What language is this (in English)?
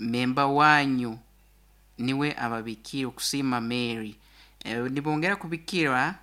Nyoro